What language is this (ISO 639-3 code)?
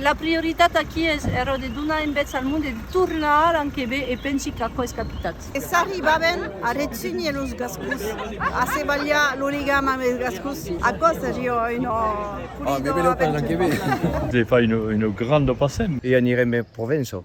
oci